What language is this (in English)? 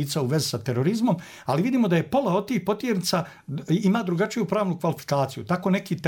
Bosnian